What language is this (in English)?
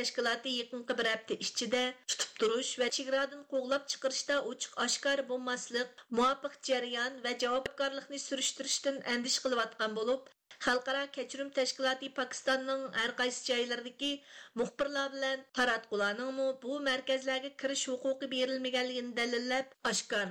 Uyghur